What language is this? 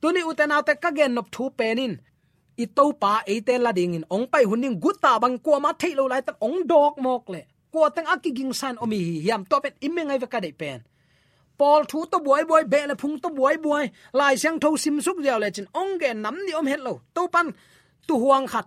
Tedim Chin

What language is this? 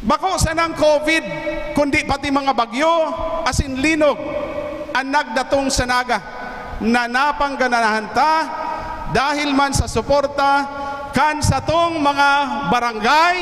Bikol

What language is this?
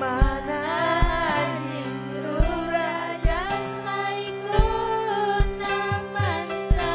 Ayacucho Quechua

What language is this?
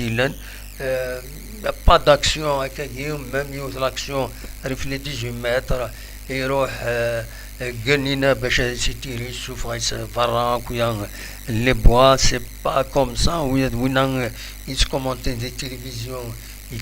Kabyle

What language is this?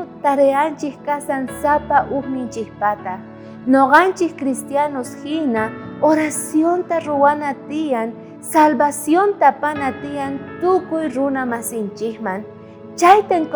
South Bolivian Quechua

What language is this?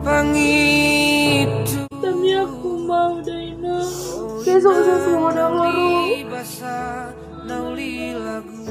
Batak Toba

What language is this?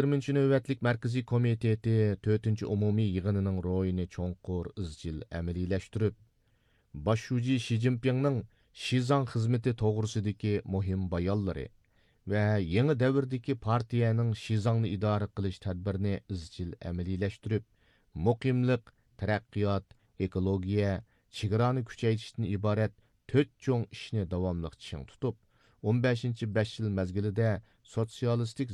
Uyghur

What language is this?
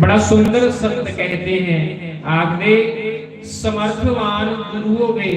Dogri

